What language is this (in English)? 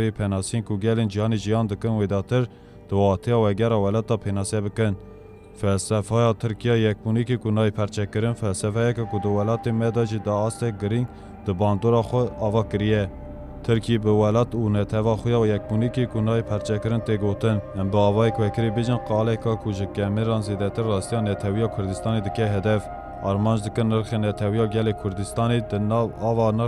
Kurdish